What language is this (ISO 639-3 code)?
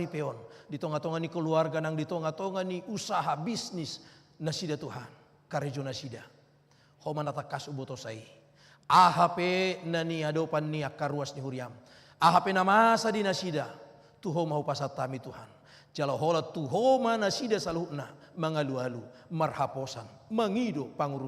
bbc